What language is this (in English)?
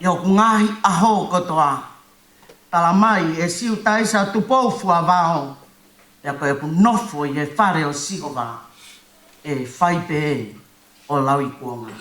Tongan